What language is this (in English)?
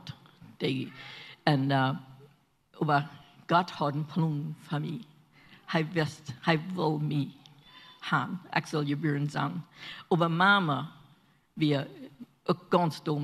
Plautdietsch